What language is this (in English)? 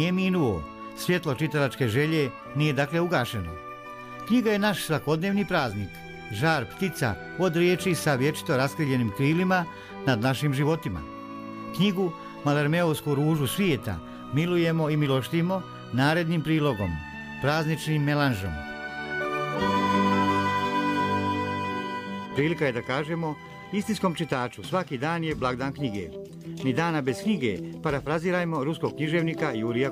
Bosnian